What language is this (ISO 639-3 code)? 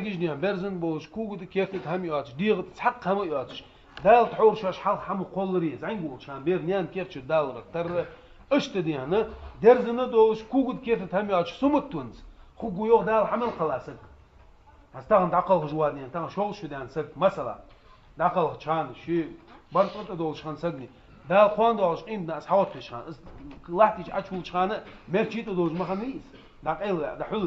che